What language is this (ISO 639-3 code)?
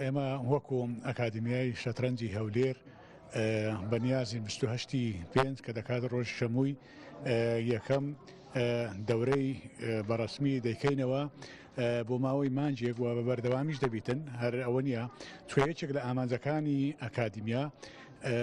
ckb